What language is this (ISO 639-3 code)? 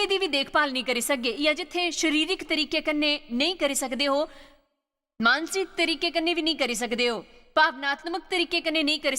doi